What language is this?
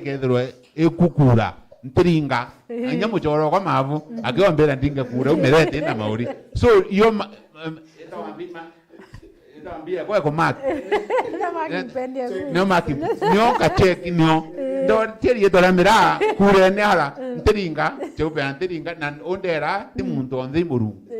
Meru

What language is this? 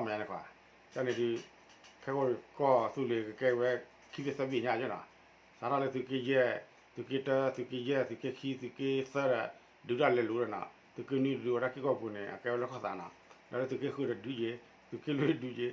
S'gaw Karen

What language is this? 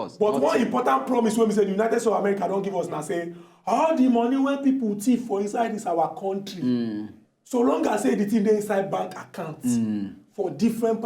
Nigerian Pidgin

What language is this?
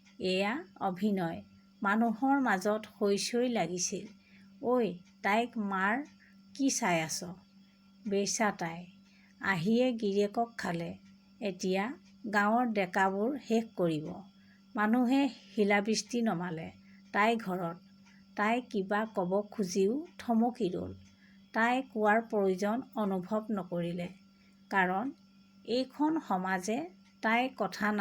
Assamese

